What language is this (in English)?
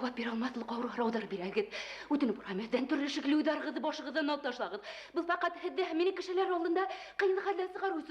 Bashkir